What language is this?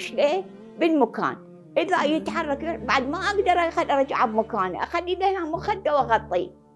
Mesopotamian Arabic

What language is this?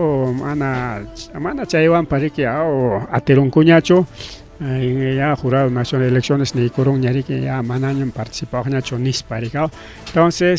Ayacucho Quechua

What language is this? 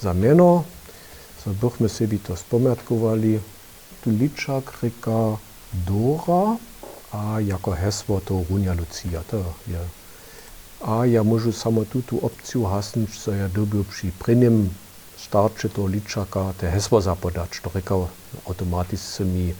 Upper Sorbian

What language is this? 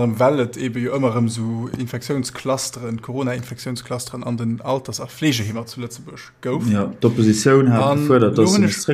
Luxembourgish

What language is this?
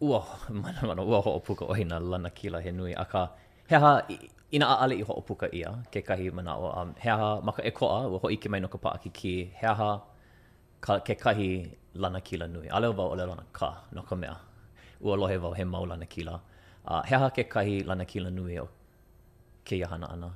Hawaiian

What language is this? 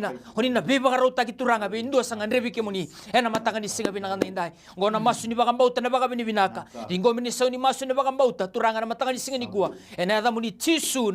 Fijian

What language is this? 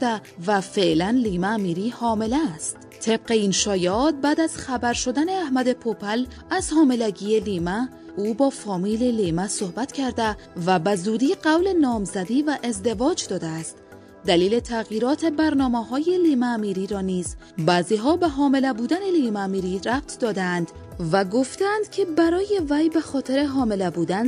Persian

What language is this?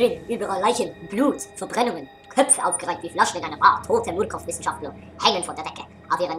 Swiss German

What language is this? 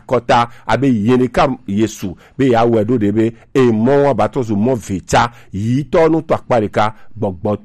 Gen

